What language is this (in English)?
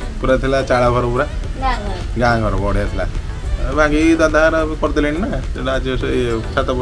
Odia